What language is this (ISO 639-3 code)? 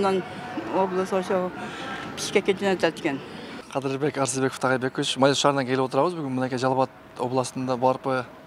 kir